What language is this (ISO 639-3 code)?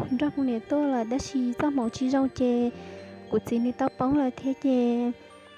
hmn